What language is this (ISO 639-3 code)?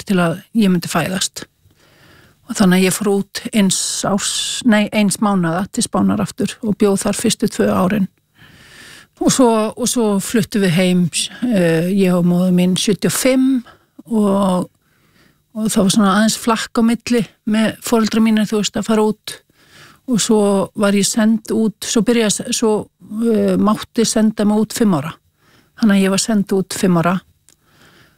isl